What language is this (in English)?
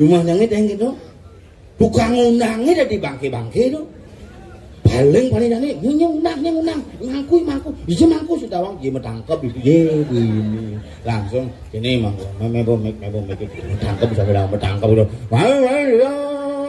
Balinese